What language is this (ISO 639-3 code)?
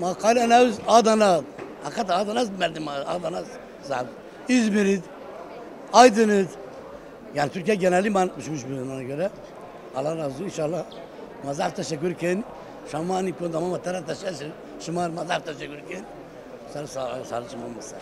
zza